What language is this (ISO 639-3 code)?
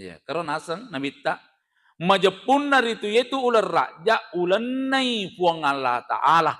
bug